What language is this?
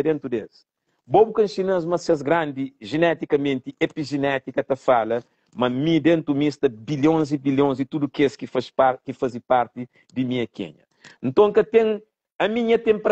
Kabuverdianu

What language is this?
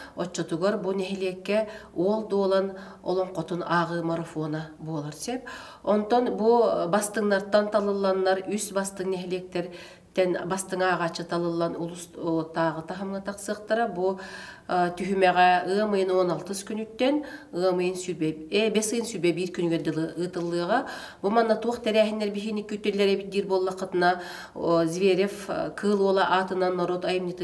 Yakut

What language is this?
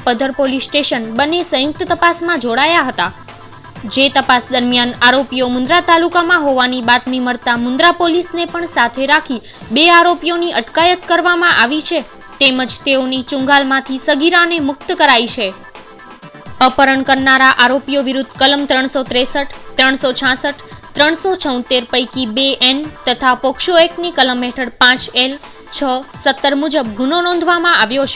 Gujarati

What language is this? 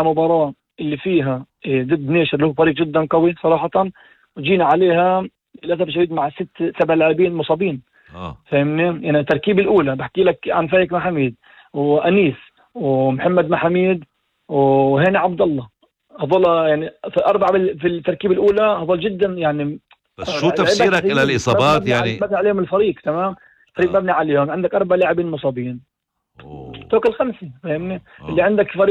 North Levantine Arabic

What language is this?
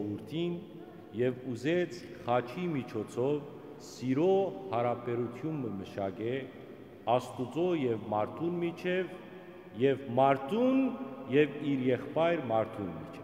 Western Armenian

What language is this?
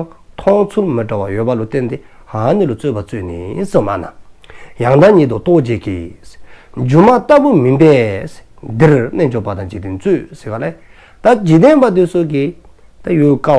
Dzongkha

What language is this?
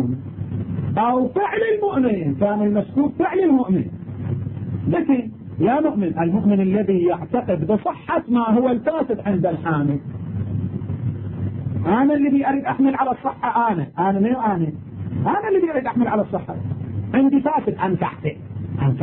Arabic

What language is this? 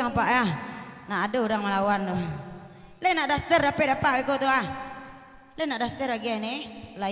Minangkabau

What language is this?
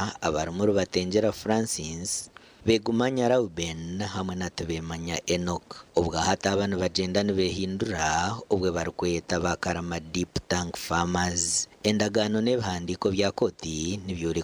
Nyankole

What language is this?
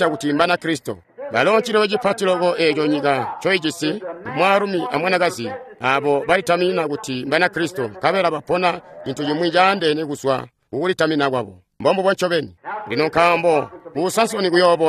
Tonga (Zambia)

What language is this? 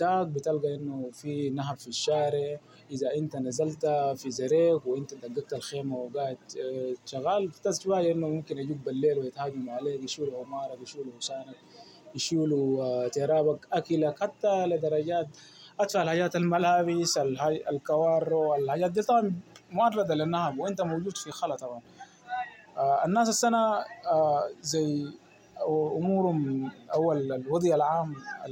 Sudanese Arabic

